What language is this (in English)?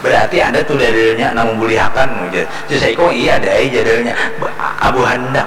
Banjar